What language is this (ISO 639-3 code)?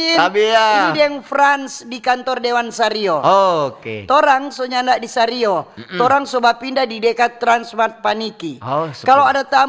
xmm